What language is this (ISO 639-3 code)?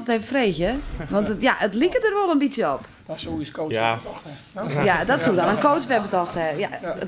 fry